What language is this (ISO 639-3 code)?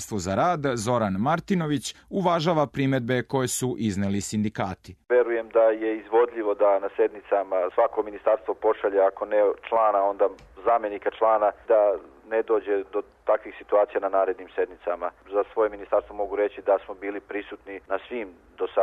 srp